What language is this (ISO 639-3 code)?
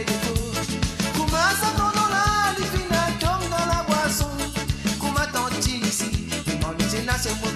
mfe